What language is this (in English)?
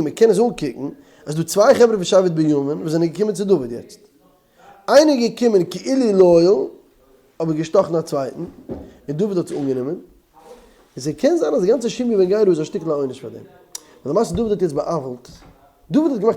Yiddish